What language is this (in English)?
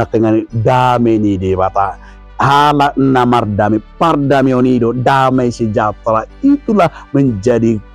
Batak Toba